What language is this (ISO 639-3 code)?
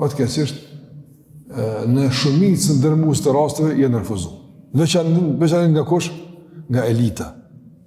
sqi